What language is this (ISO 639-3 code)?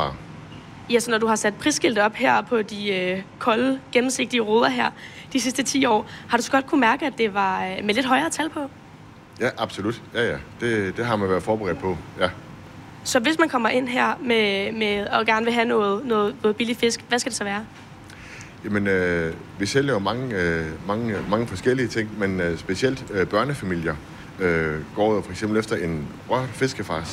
dan